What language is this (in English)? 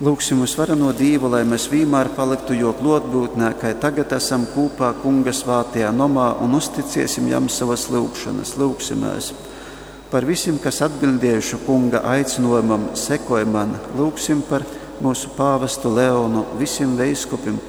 Latgalian